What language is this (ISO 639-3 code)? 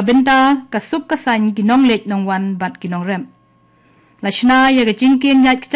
kha